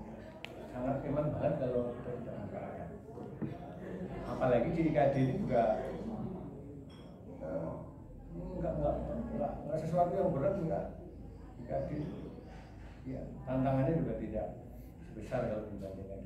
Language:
Indonesian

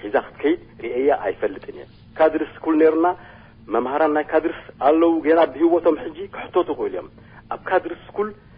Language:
Tigrinya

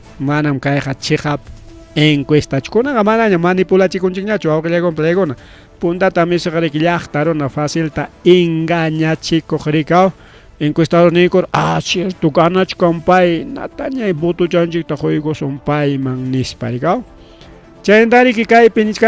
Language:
Ayacucho Quechua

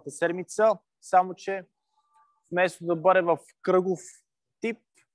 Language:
Bulgarian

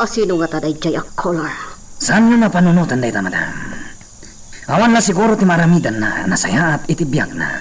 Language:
Iloko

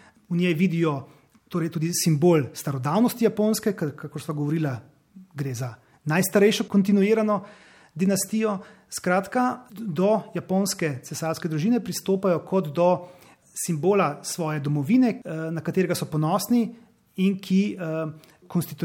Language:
Slovenian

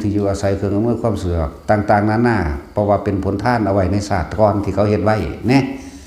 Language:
Lao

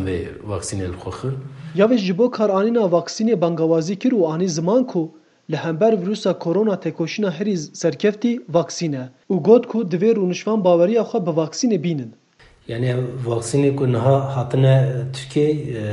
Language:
Kurdish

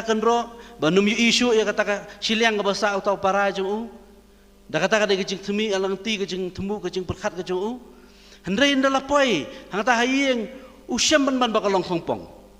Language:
Khasi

